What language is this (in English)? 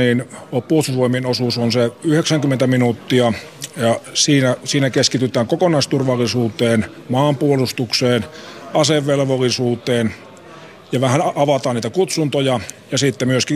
Finnish